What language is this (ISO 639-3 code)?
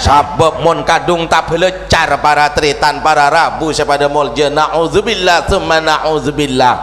mad